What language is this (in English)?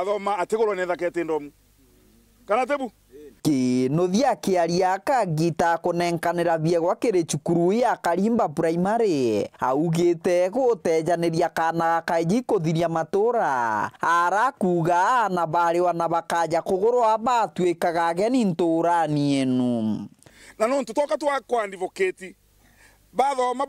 Meru